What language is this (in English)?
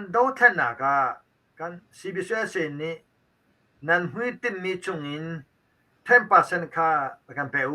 Hakha Chin